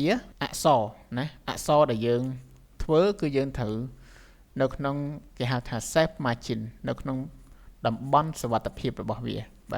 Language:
Khmer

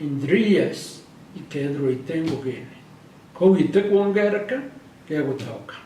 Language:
Meru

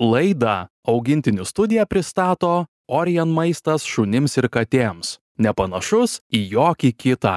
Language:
Lithuanian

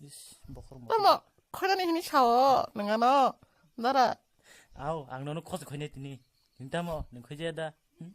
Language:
Kok Borok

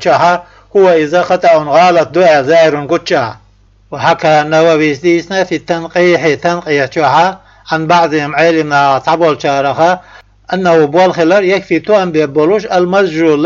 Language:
Chechen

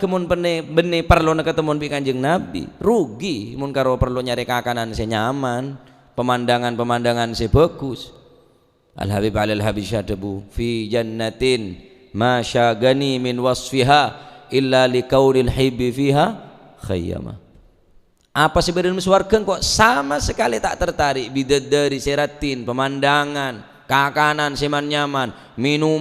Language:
Madurese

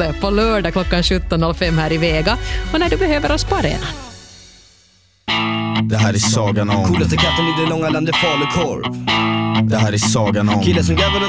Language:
Swedish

